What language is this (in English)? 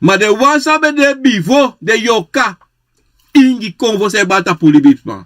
Sranan Tongo